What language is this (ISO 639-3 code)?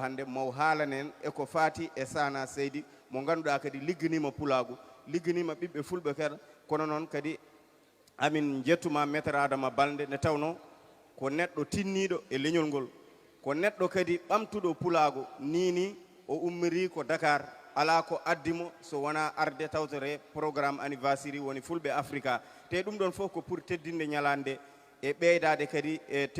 ful